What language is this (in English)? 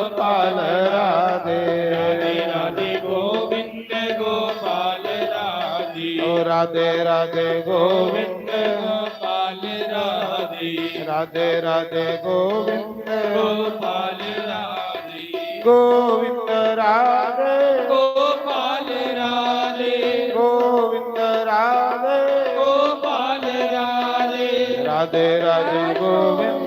Dogri